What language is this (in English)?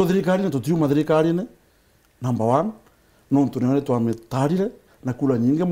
Meru